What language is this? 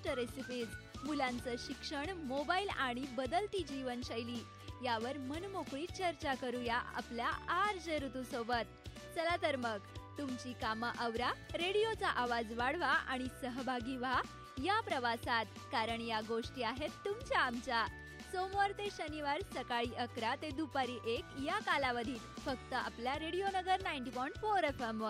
Marathi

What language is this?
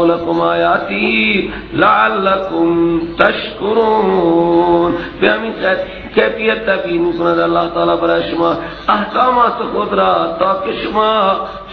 Persian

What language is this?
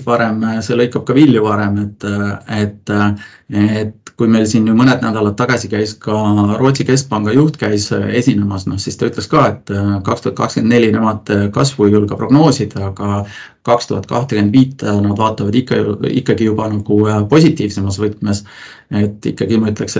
Estonian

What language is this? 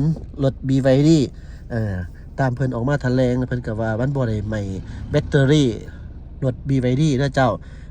Lao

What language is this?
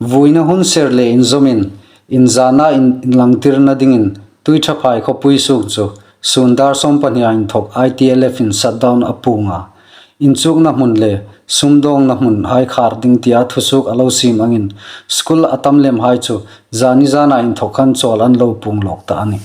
Hmar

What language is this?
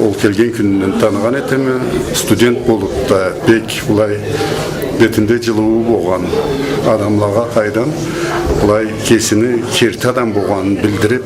Karachay-Balkar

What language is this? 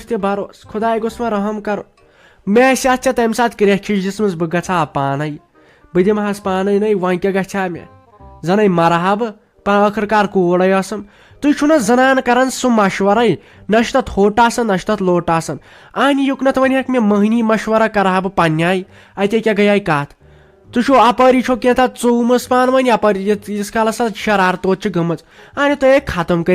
Kashmiri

